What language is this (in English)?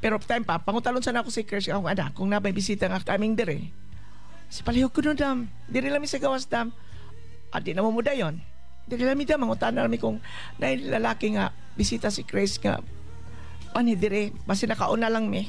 Cebuano